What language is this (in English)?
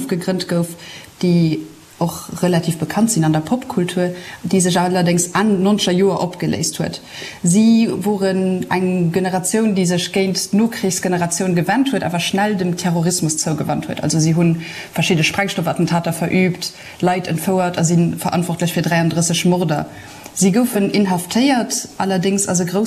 Luxembourgish